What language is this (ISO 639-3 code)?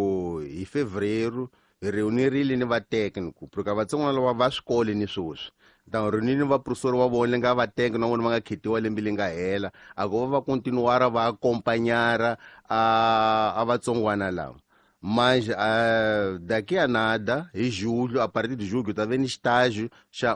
tso